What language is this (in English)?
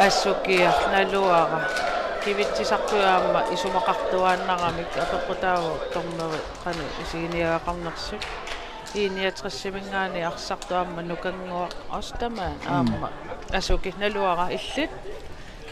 Kalaallisut